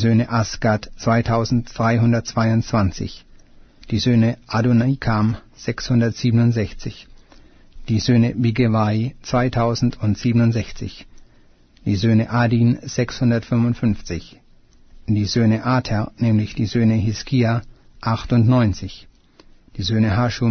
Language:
German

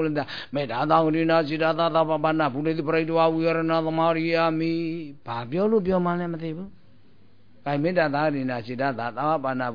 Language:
Burmese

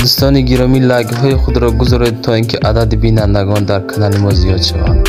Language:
Tajik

